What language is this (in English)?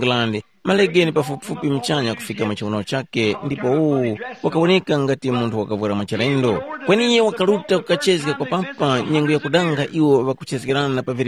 Tumbuka